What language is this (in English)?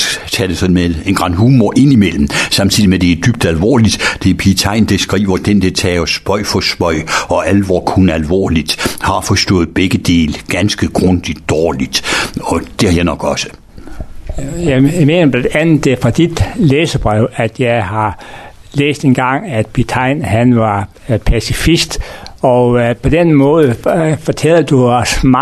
Danish